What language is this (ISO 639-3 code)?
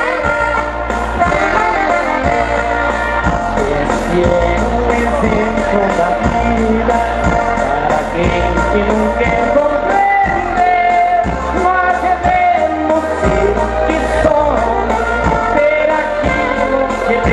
por